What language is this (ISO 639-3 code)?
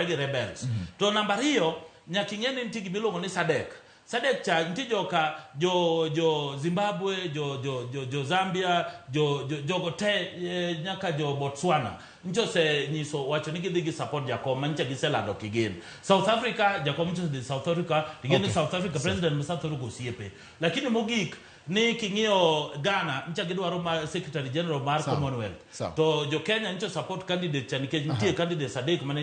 luo